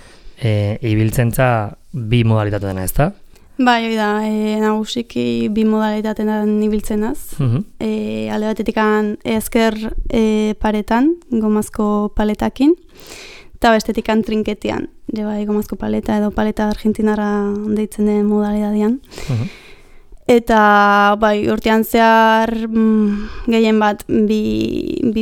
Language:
Basque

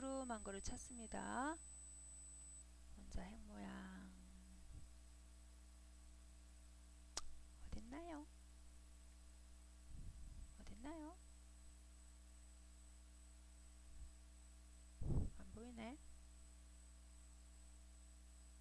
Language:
Korean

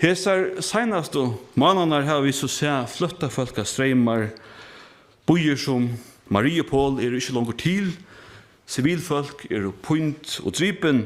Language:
Faroese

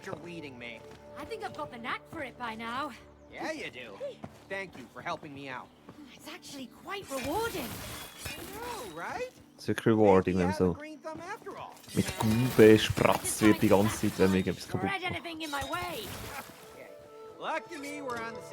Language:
Swiss German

